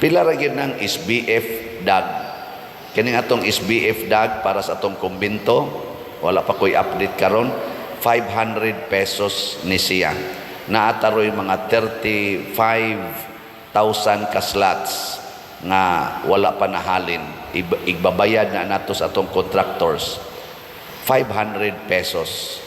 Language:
Cebuano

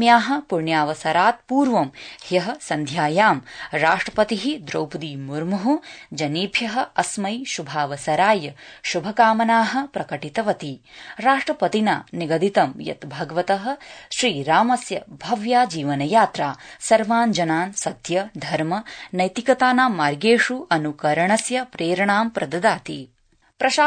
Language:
Sanskrit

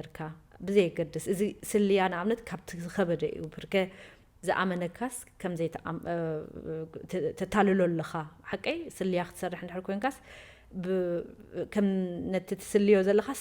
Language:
Tigrinya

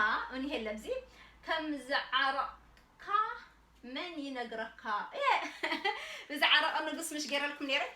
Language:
Tigrinya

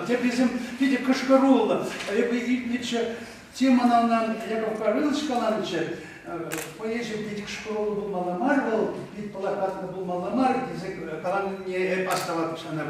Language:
Chuvash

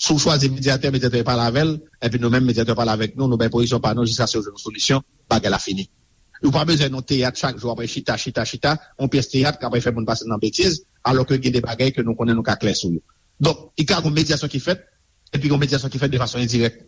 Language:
Haitian Creole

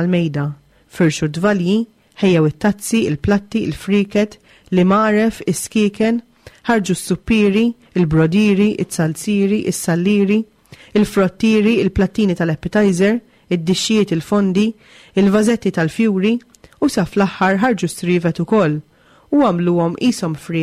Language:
Maltese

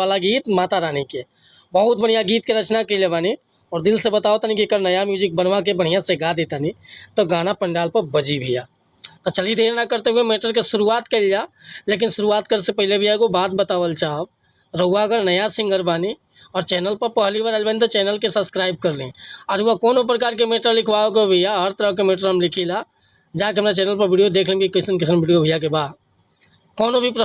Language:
Bhojpuri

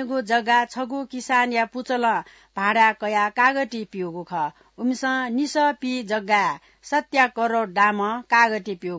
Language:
Newari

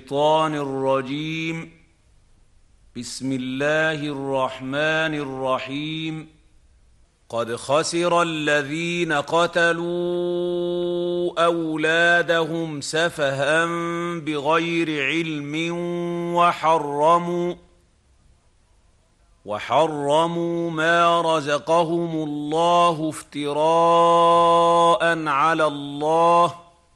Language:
Arabic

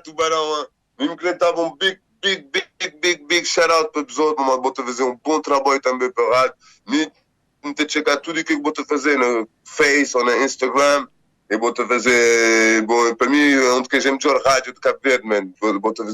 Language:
Kabuverdianu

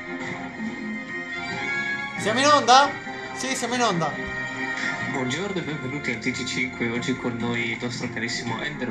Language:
Italian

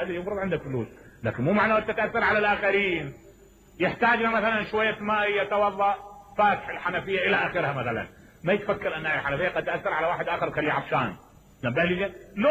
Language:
Mesopotamian Arabic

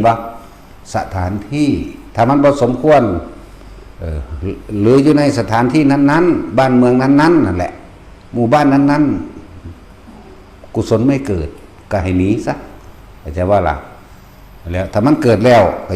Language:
Northeastern Thai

